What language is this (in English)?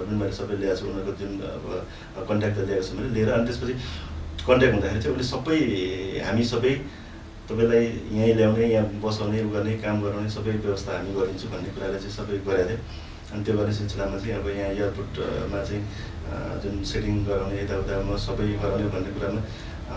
Nepali